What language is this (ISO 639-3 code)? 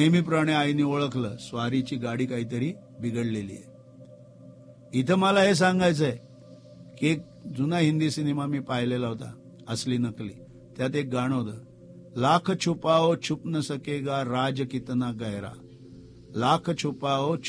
mar